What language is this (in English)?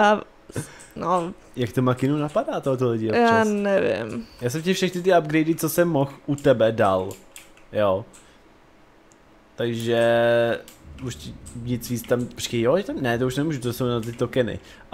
Czech